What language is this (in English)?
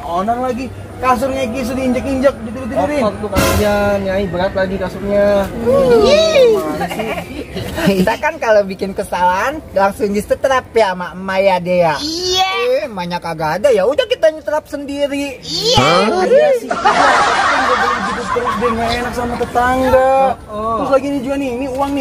Betawi